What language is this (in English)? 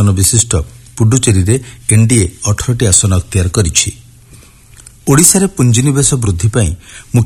Odia